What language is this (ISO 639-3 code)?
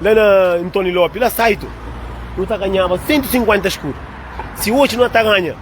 kea